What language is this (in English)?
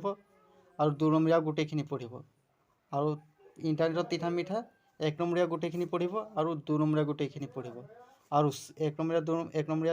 Assamese